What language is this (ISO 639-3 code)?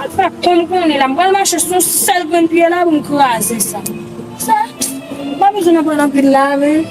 hat